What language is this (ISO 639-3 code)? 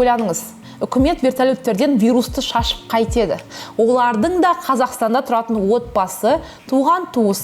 kaz